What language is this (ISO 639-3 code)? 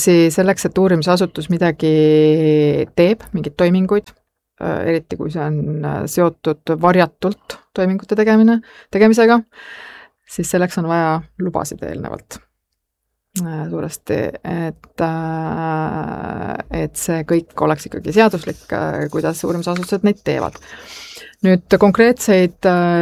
est